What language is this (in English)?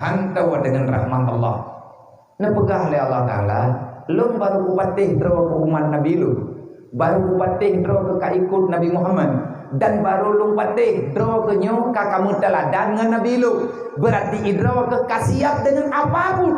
Achinese